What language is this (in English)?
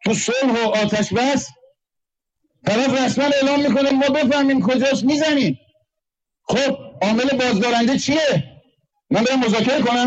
Persian